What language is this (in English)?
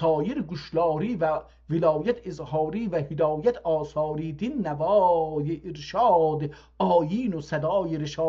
South Azerbaijani